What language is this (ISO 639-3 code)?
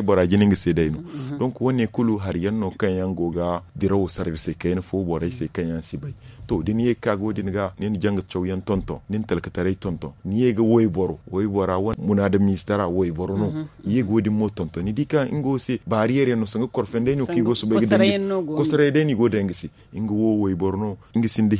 dje